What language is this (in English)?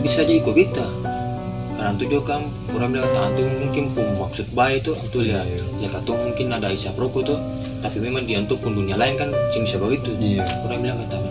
Ambonese Malay